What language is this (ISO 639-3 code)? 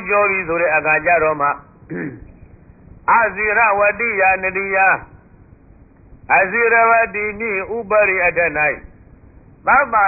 mya